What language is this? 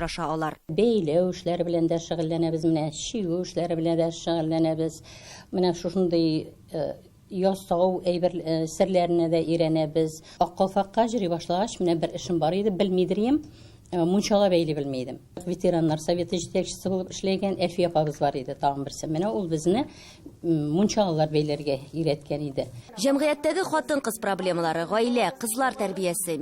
Tatar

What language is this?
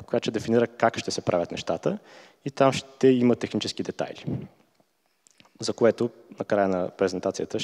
Bulgarian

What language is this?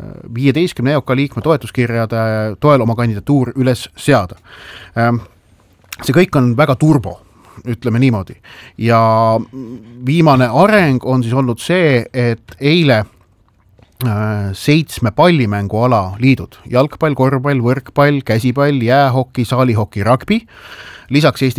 Estonian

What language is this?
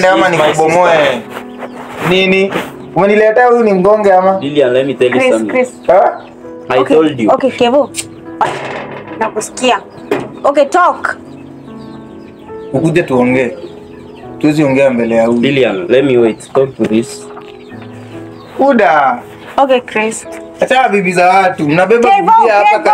Swahili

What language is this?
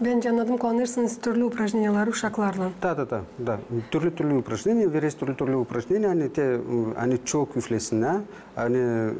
Gagauz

